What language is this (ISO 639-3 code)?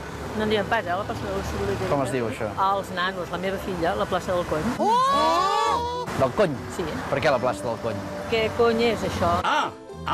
cat